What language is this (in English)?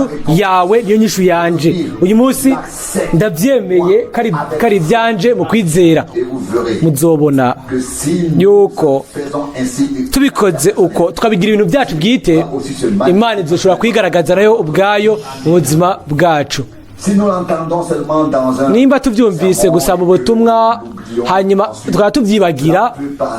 Rundi